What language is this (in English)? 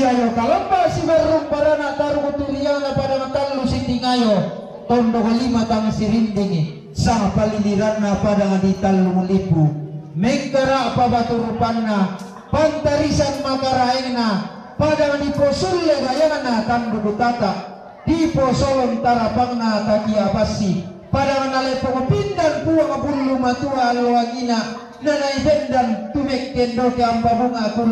Toraja-Sa'dan